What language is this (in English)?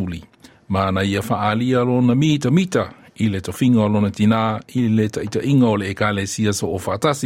Samoan